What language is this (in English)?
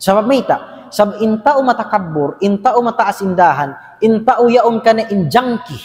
Tausug